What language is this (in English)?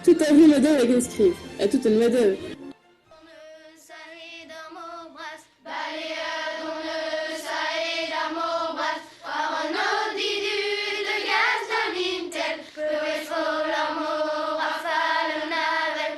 Breton